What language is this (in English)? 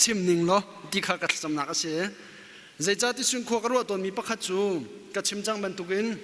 Hakha Chin